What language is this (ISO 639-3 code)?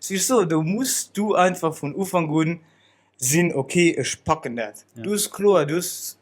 ltz